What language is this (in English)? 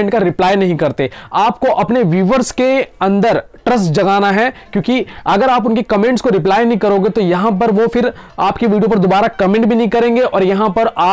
Hindi